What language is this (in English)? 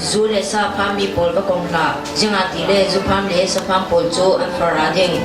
Falam Chin